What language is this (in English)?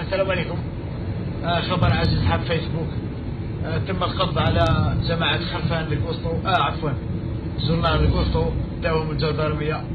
Kabyle